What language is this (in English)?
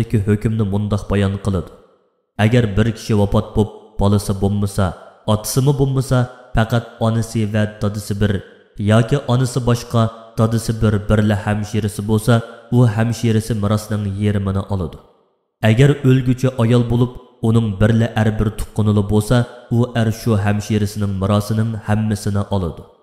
Uyghur